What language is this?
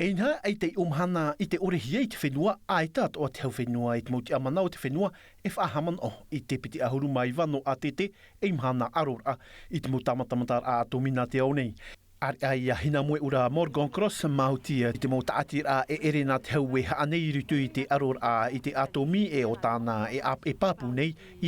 Tahitian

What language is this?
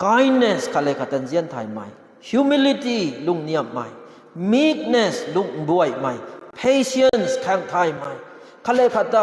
Rongmei Naga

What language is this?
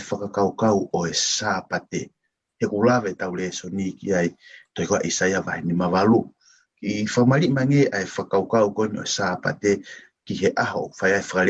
Tongan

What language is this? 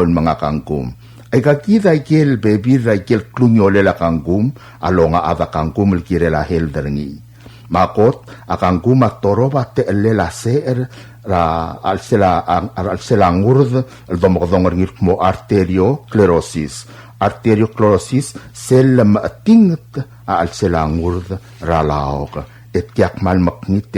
Palauan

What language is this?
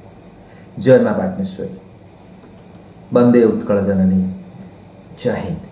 Odia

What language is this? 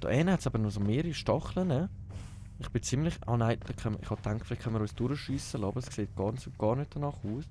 Swiss German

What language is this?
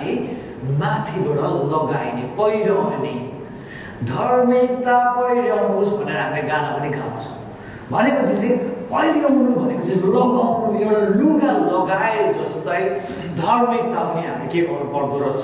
Nepali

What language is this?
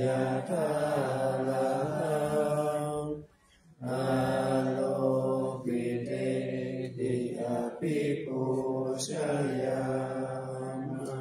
Pali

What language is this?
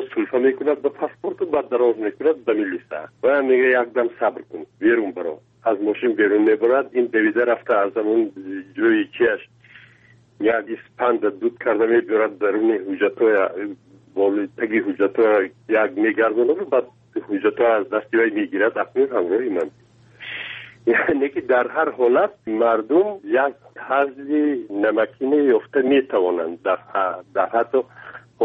Persian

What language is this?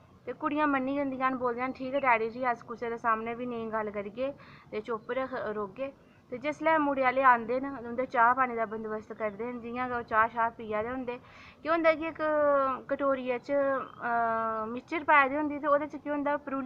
Dogri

